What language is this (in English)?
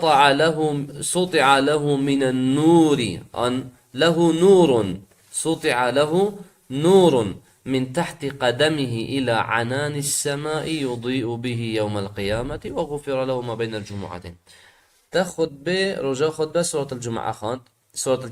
Kurdish